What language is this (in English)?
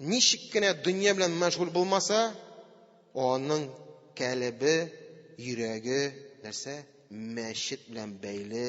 Tatar